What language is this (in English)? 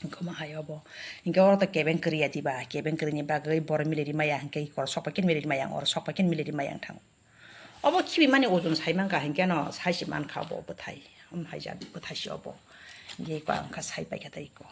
Kok Borok